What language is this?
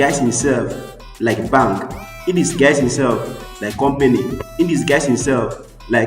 Nigerian Pidgin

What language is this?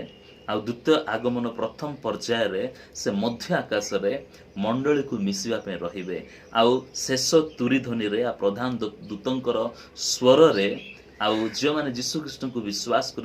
Odia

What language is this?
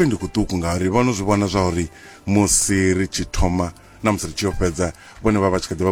Venda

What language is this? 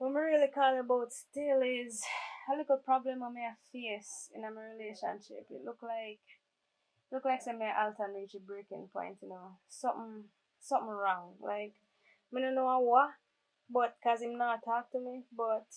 Jamaican Creole English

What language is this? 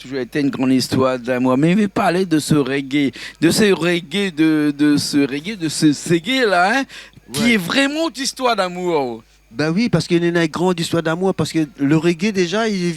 Réunion Creole French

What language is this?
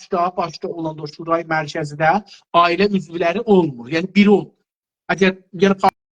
South Azerbaijani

